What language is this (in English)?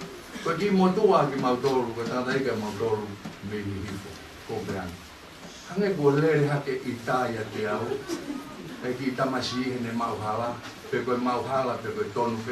Tongan